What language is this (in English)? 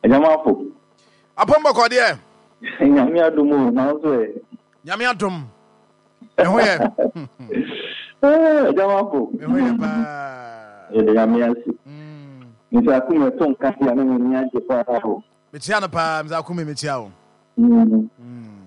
Akan